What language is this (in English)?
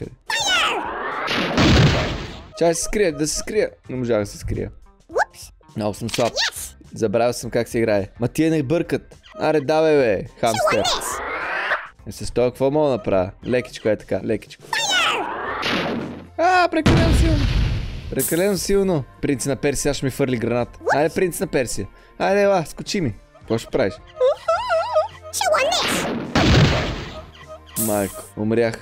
Bulgarian